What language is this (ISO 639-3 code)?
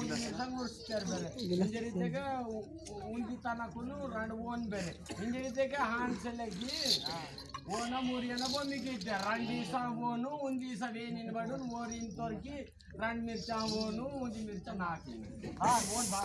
wsg